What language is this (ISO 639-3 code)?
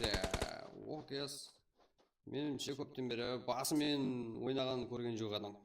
kaa